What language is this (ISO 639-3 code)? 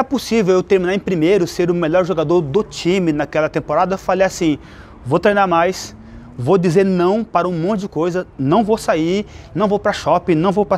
por